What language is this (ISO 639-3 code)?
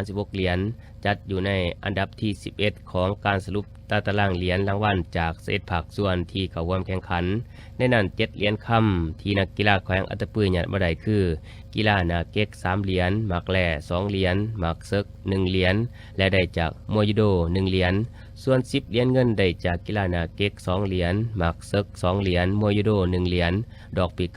lao